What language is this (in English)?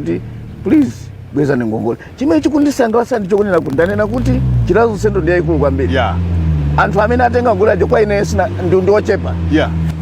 Nyanja